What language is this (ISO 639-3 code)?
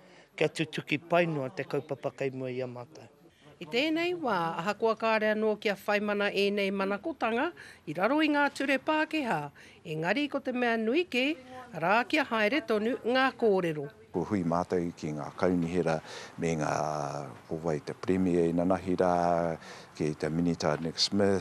mri